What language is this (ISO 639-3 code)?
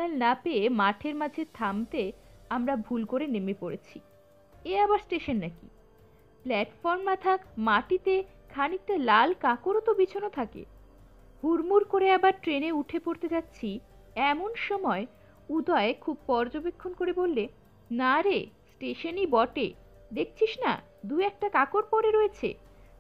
ben